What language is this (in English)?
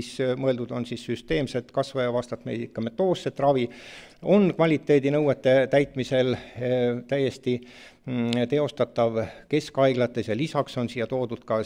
Estonian